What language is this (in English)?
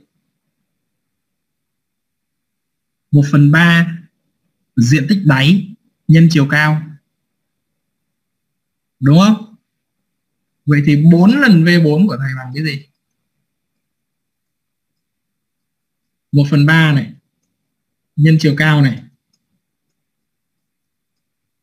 Vietnamese